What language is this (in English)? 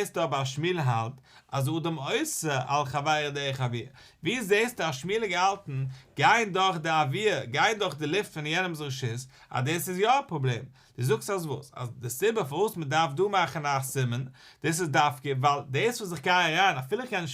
Yiddish